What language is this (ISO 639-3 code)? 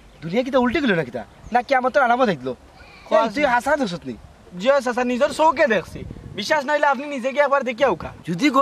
syl